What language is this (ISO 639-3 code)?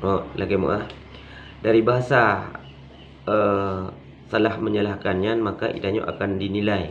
ace